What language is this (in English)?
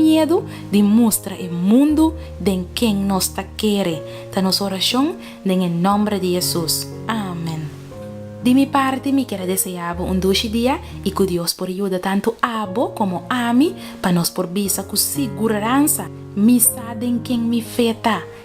Papiamento